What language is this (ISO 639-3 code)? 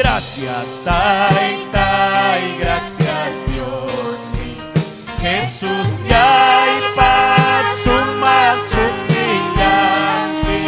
quy